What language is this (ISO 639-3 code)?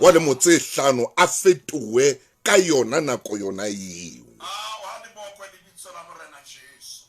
sot